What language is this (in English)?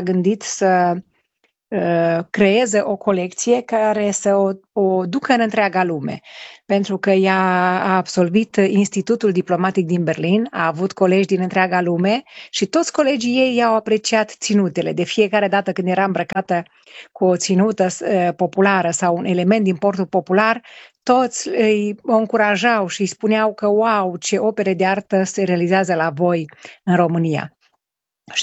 Romanian